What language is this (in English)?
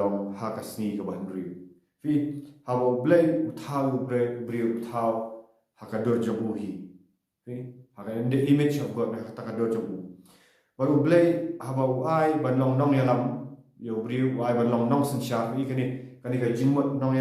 Khasi